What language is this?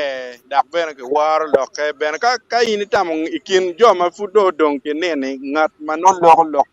Acoli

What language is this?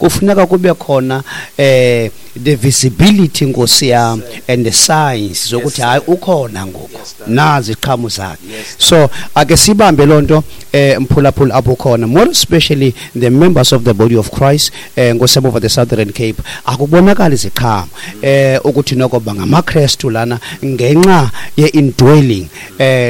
Xhosa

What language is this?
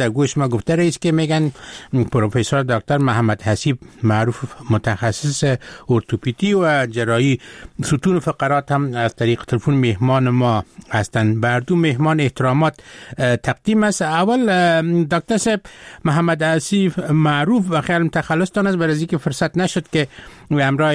Persian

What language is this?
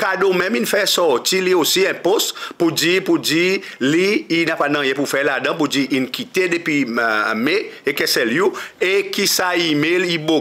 Seselwa Creole French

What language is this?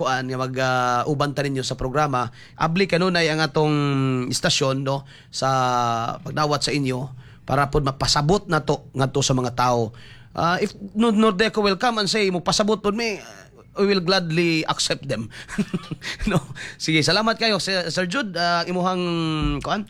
Cebuano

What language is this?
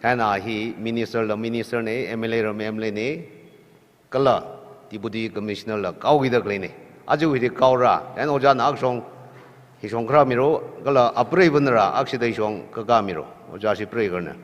Tangkhul Naga (India)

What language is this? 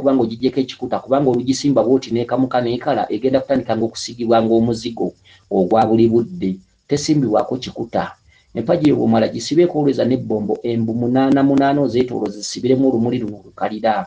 Ganda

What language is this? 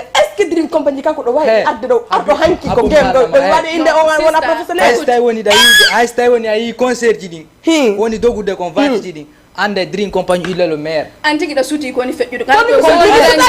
Fula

